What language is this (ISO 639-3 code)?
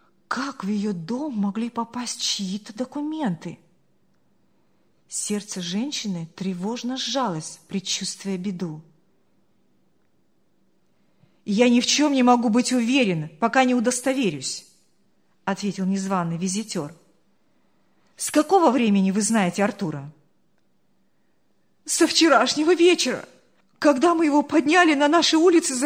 rus